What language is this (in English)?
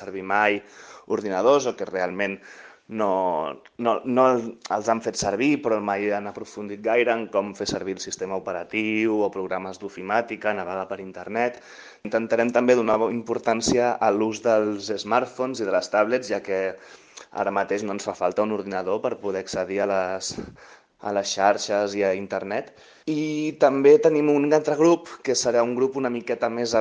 Catalan